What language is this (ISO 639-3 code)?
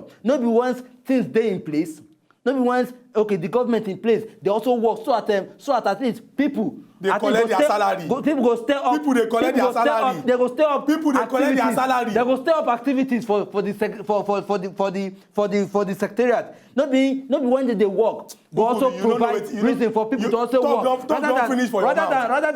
pcm